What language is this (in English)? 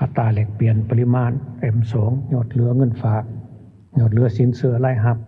Lao